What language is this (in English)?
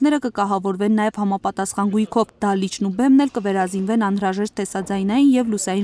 Armenian